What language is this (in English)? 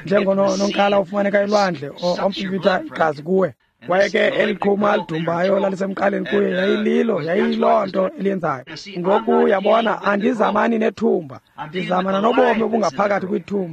Xhosa